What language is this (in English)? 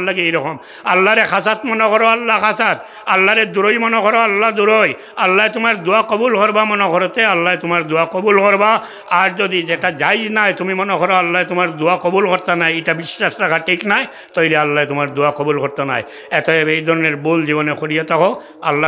Sylheti